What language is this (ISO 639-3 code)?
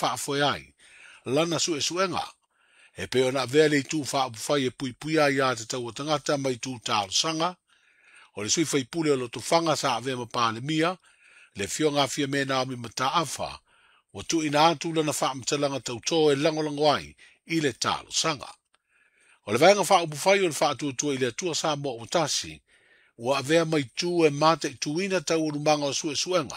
smo